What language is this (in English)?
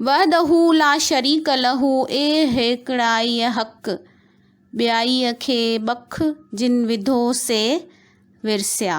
Sindhi